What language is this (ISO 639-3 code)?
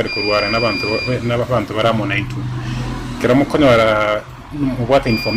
guz